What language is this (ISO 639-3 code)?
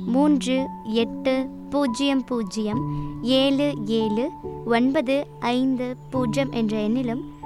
tam